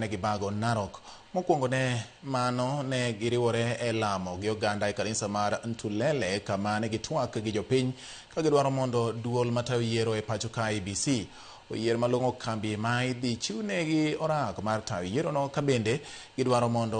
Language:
Luo (Kenya and Tanzania)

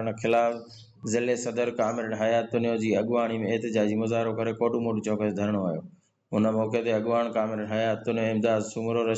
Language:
Sindhi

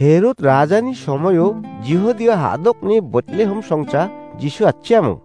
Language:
Garo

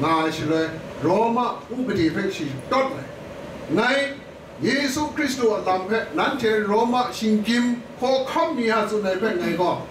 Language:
Kachin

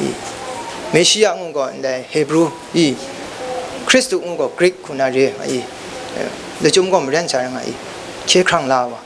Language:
Kachin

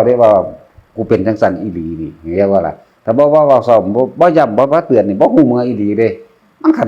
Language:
Northeastern Thai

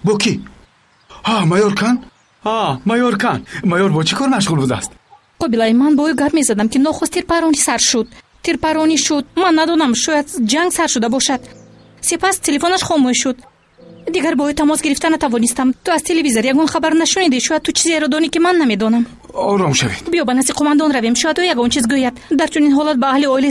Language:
Tajik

